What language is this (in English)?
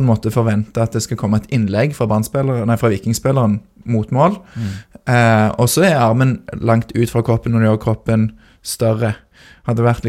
Norwegian